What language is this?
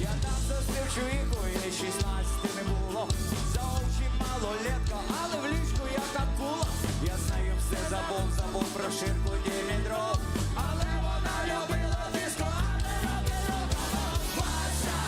Crimean Tatar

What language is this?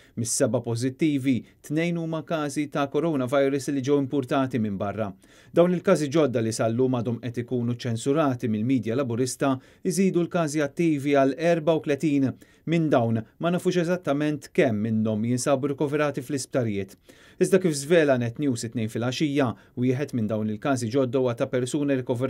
Maltese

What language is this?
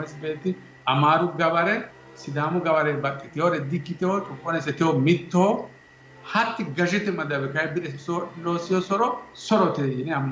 Sidamo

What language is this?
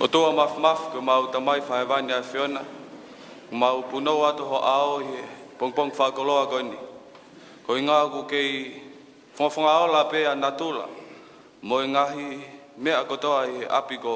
Tongan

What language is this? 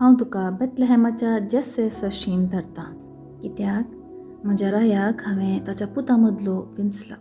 Konkani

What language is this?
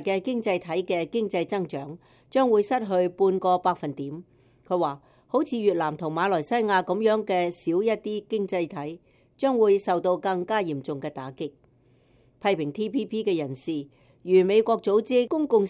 Cantonese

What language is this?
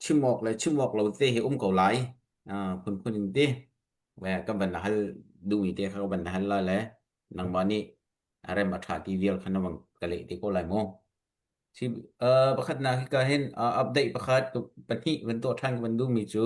Hakha Chin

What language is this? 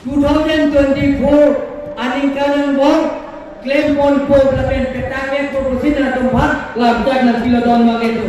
Karbi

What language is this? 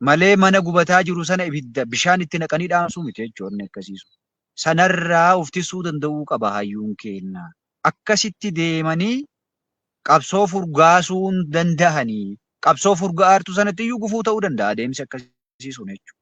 Oromo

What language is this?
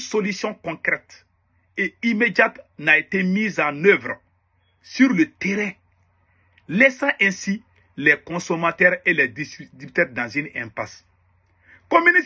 Bambara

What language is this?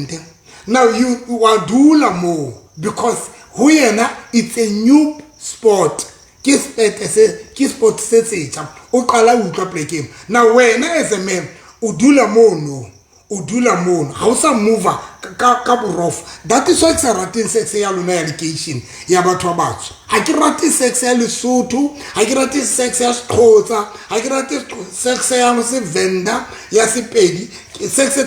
Southern Sotho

